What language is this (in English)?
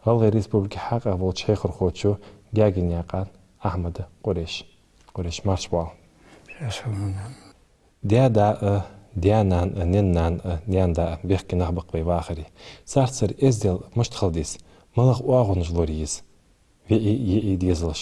Ingush